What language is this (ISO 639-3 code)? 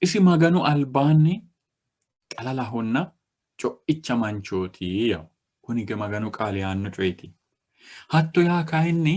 sid